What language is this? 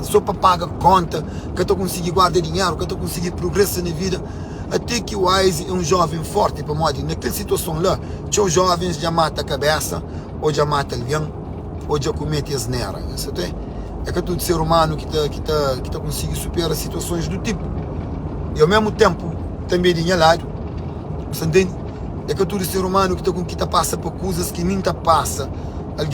Kabuverdianu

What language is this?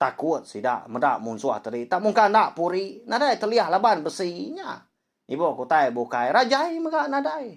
Iban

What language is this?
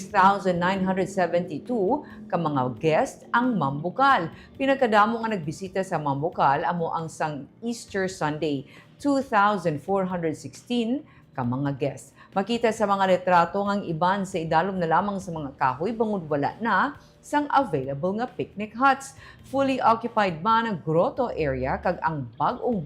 Hiligaynon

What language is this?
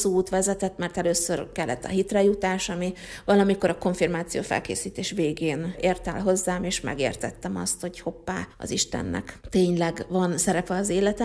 Hungarian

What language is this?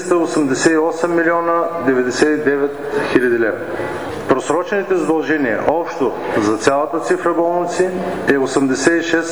Bulgarian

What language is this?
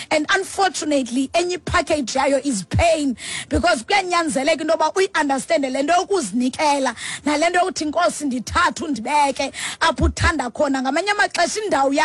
Xhosa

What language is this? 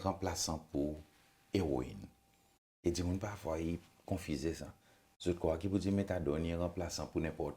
Seselwa Creole French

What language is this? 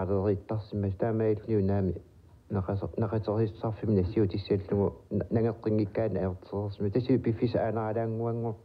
Kalaallisut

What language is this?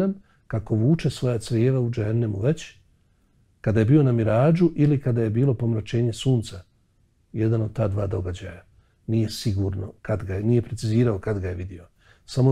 Bosnian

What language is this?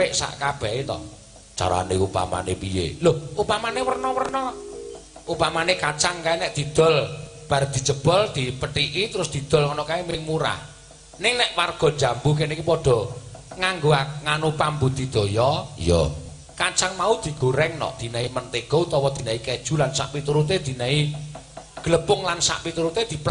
Javanese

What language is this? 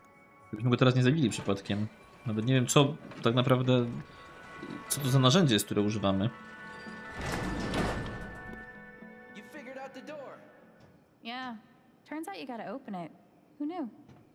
Polish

